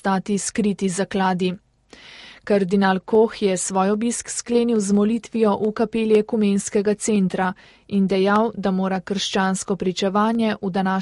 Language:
Slovenian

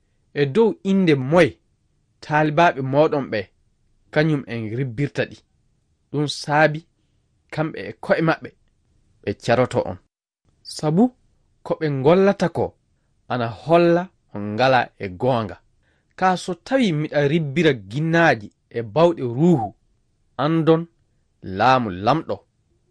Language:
Fula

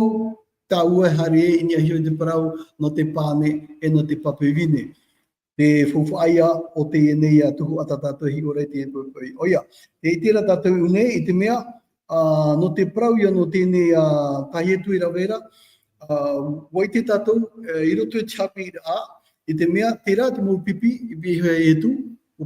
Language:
Tahitian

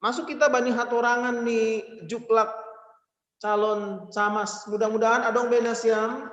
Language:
Batak Simalungun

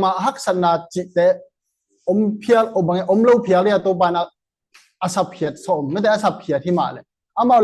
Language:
Tedim Chin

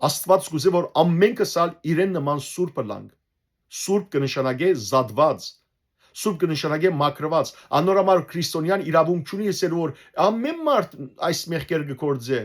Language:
Western Armenian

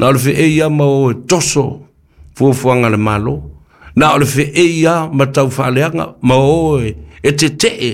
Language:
Samoan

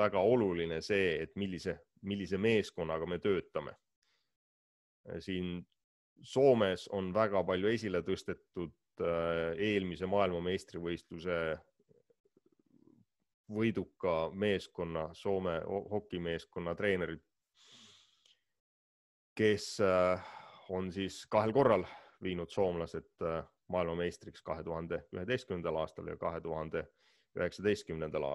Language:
Estonian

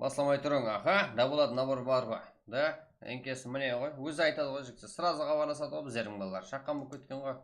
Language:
Kara-Kalpak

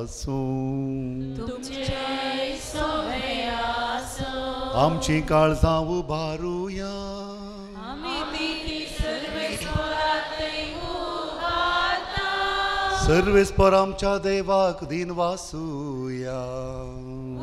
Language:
Konkani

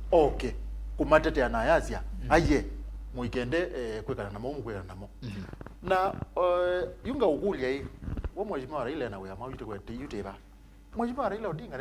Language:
Kamba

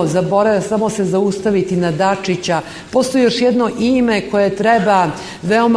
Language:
Serbian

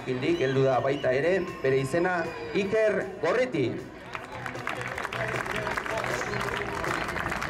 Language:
Basque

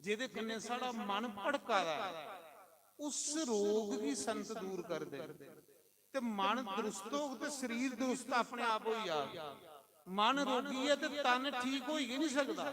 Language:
Dogri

